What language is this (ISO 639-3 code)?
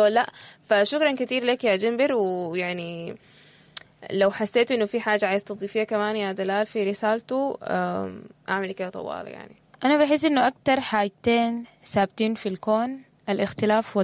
apd